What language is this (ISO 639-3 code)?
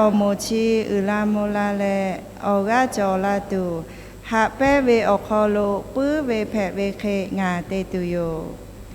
lhu